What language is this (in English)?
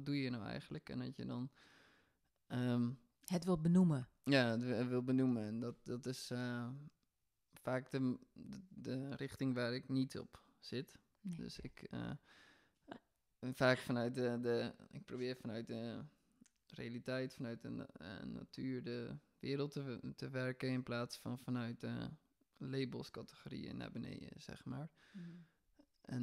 Dutch